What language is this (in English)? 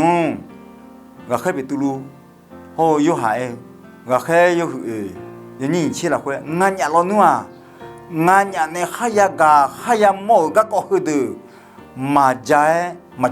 Akha